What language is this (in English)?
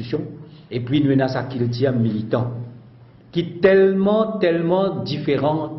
Morisyen